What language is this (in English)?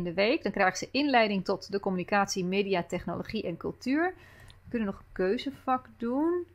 Dutch